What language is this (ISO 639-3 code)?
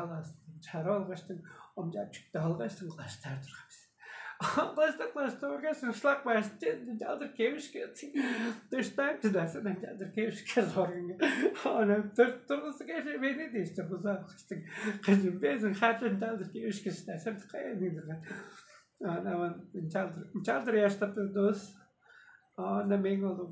tyv